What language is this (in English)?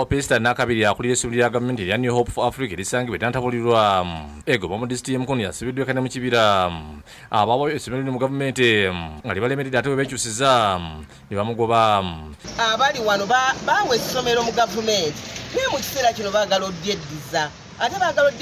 Ganda